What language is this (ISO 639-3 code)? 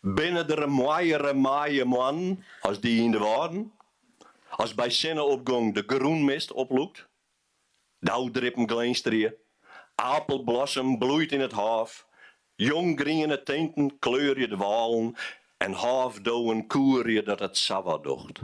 fry